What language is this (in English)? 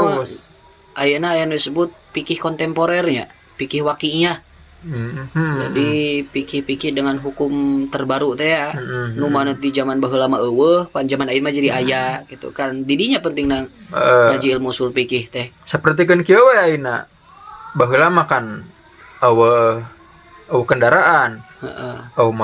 Sundanese